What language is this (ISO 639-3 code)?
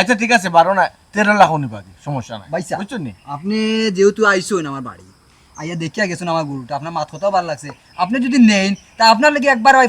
syl